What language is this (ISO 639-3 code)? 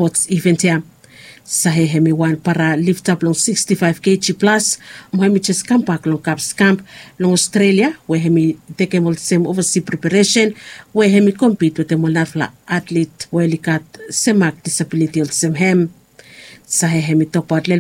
bis